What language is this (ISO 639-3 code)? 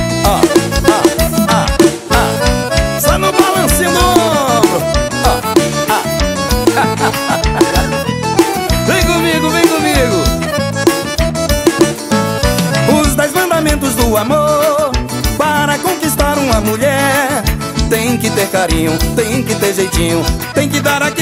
por